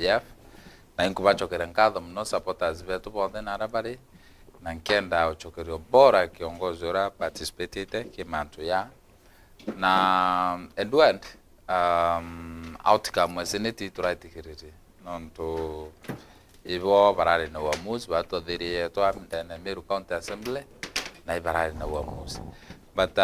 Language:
Meru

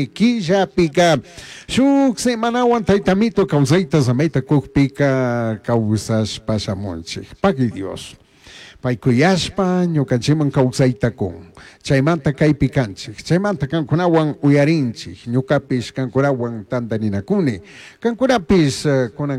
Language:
Chimborazo Highland Quichua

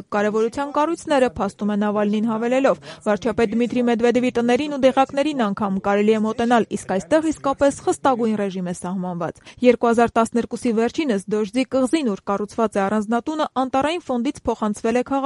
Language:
Armenian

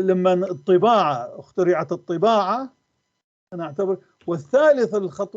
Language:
North Levantine Arabic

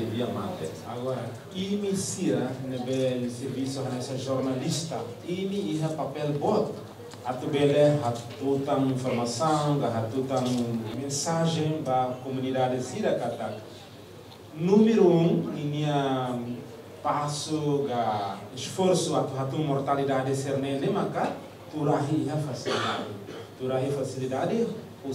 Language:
Tetum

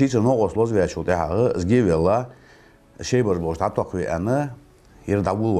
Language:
Ingush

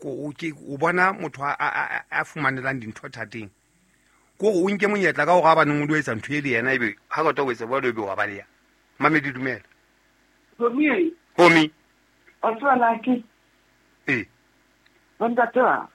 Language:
Southern Sotho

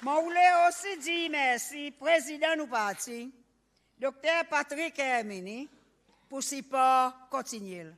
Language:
Seselwa Creole French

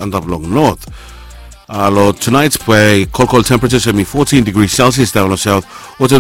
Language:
Bislama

